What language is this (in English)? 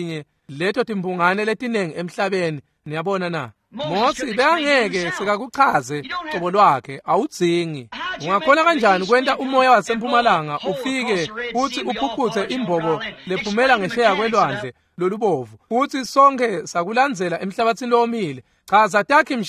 Swati